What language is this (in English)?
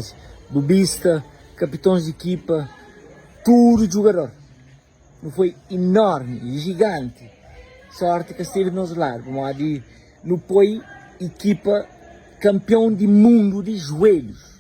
Kabuverdianu